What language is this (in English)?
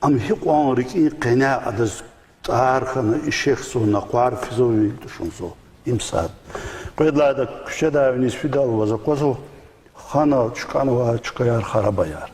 Lezghian